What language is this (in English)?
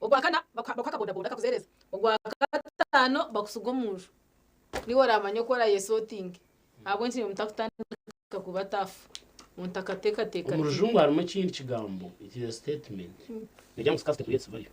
Nyankole